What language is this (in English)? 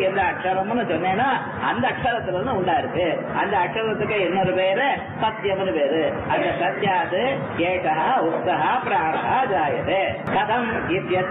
Tamil